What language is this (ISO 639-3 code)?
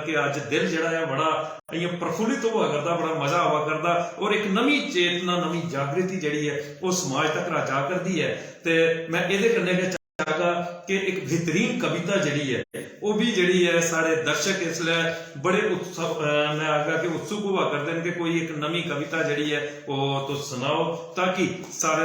doi